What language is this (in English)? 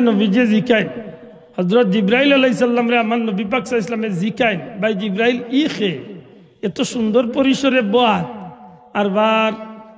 Sylheti